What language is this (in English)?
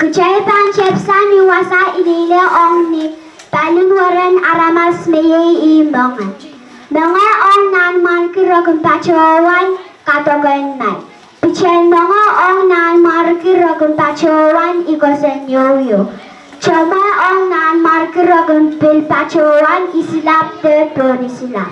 Pohnpeian